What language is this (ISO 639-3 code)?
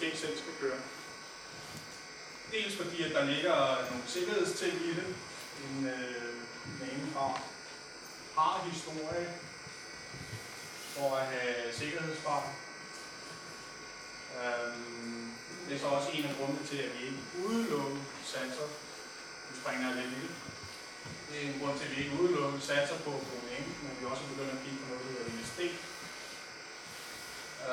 dan